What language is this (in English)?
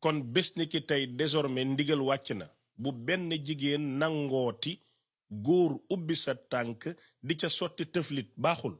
Wolof